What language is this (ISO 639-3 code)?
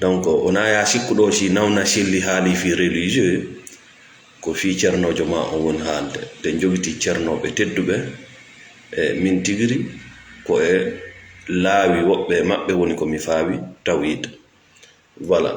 ful